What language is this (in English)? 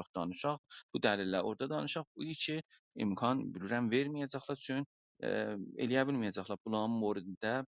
South Azerbaijani